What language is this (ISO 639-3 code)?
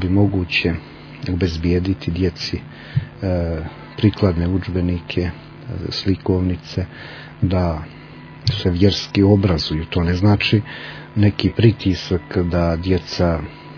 srp